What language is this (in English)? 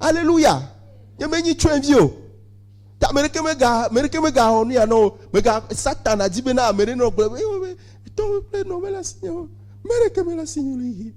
Ewe